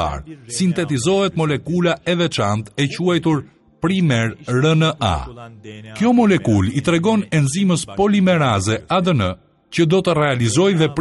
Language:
Albanian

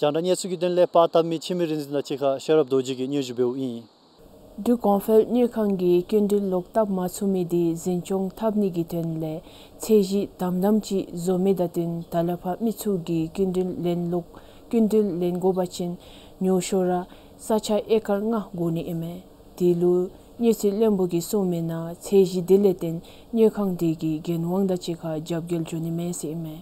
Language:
Dzongkha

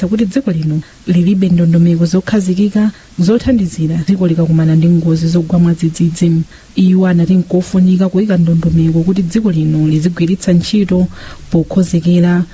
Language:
Nyanja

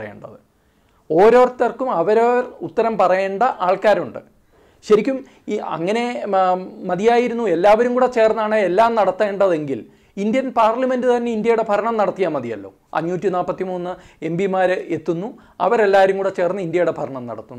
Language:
Malayalam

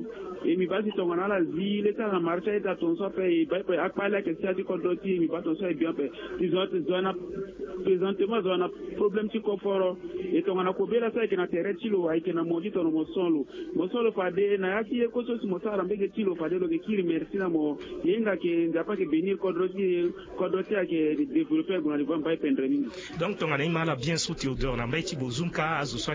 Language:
Sango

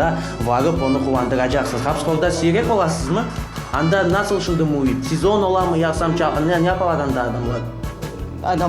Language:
Crimean Tatar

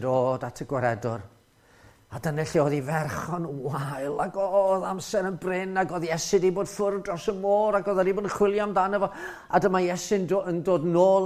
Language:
Welsh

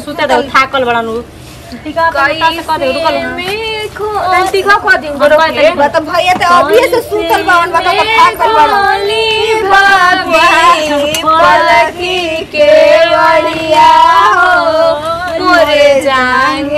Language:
Bhojpuri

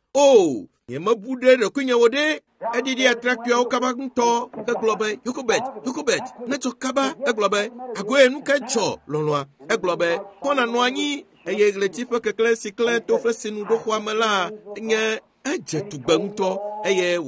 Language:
Ewe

